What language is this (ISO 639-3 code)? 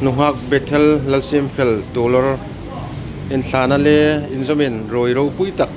hmr